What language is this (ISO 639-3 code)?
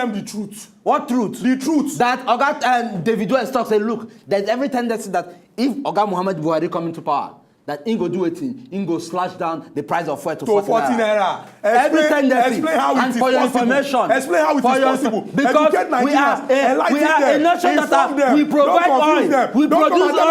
pcm